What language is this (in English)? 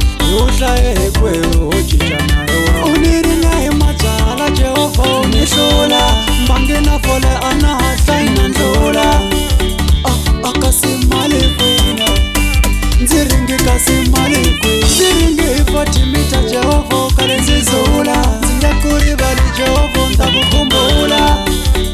Tsonga